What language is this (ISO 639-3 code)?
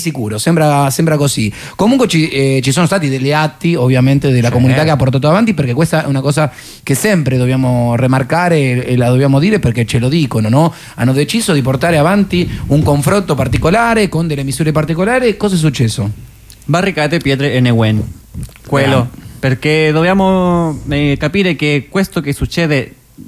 ita